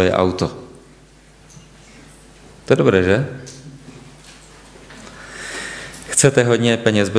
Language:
Czech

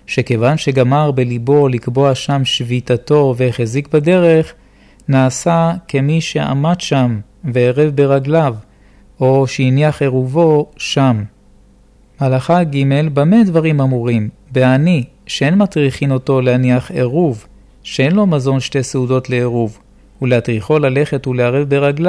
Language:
Hebrew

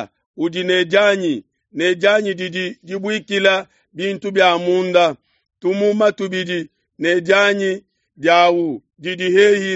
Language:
Luba-Lulua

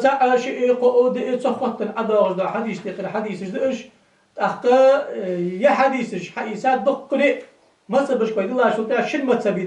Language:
Ingush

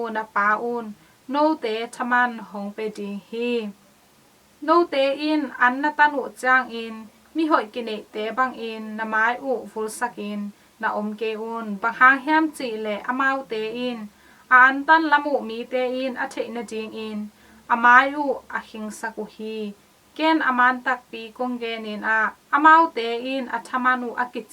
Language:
Tedim Chin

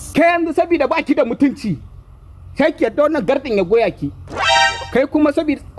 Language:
Hausa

